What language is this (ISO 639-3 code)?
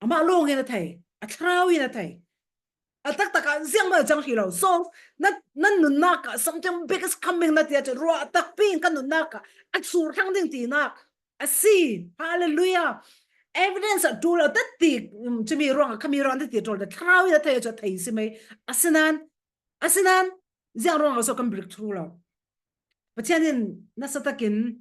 cfm